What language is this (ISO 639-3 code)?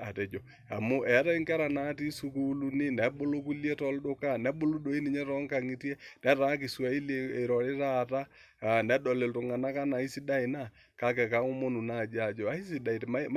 mas